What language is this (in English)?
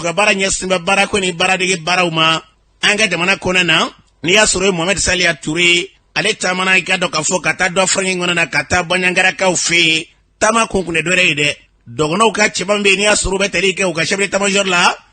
Bambara